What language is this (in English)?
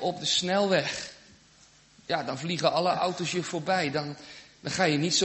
Dutch